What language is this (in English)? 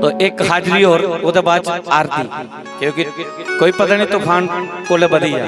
Dogri